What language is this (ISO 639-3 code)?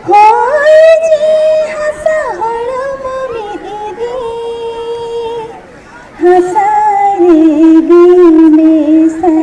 sat